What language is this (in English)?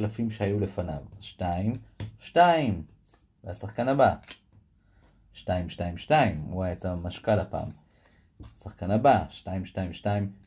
Hebrew